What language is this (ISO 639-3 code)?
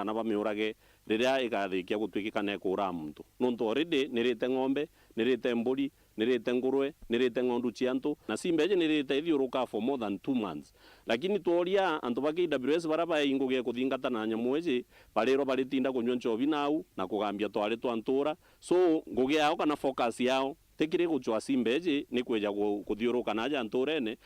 mer